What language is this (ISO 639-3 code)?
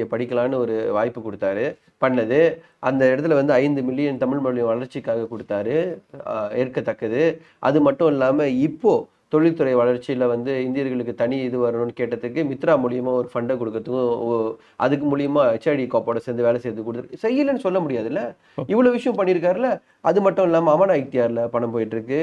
tam